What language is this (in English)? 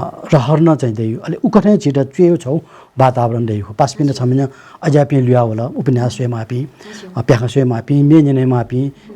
Newari